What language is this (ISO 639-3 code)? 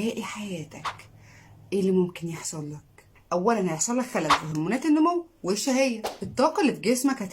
arz